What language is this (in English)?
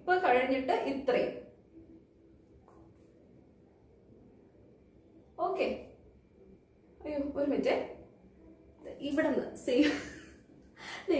Malayalam